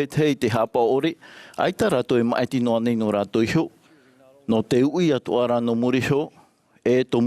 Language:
Tahitian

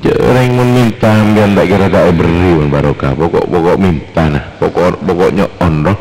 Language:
Madurese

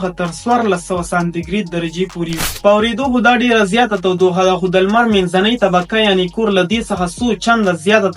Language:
Pashto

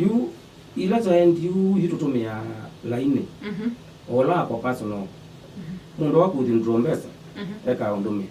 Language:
Kamba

